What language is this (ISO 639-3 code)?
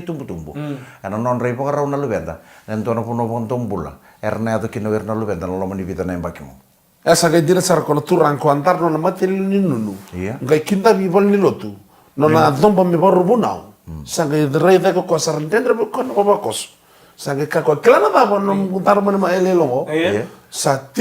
fij